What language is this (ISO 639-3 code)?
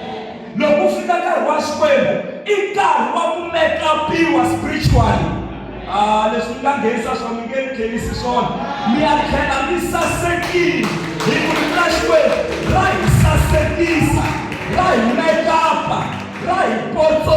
tso